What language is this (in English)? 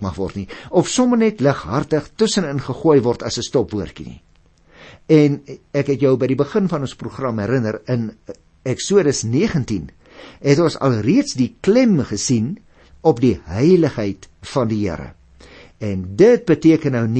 Afrikaans